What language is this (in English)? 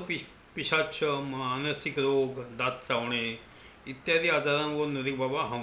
Marathi